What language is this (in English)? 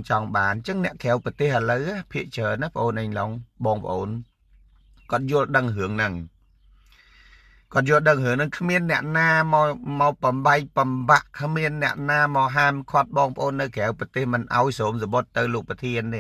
Khmer